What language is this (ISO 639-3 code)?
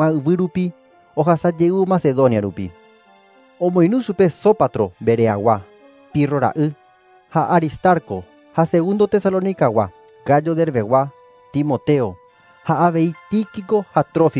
grn